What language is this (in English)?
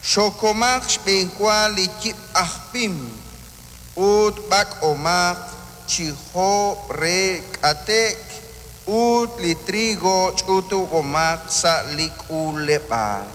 Kekchí